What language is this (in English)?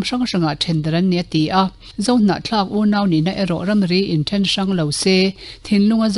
Mizo